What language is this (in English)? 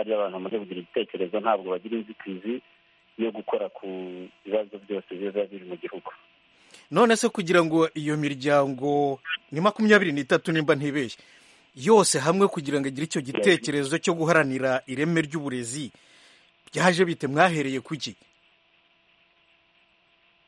Kinyarwanda